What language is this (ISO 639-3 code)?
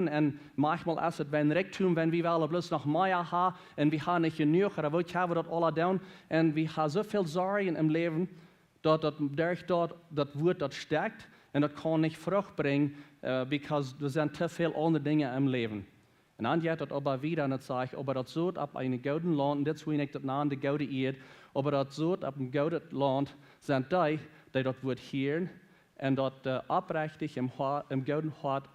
pdt